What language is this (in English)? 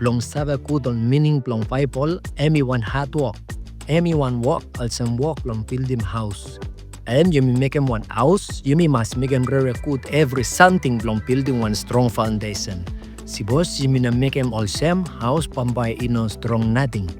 Bislama